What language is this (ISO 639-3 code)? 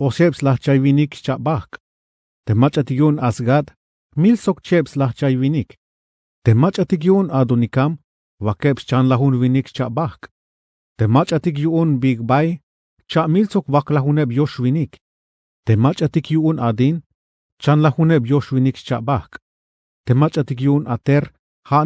tzh